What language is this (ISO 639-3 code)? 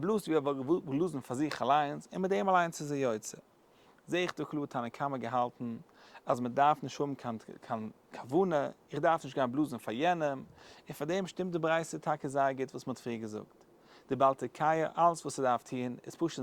yid